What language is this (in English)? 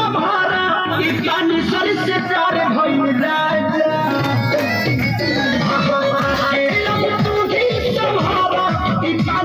Bhojpuri